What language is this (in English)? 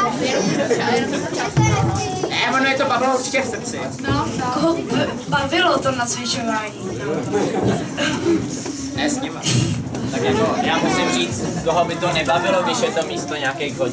Czech